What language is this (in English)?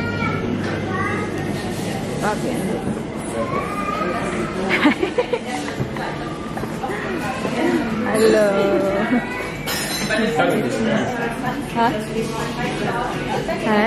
Filipino